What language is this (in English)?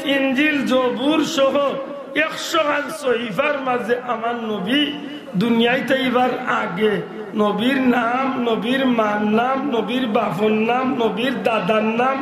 Sylheti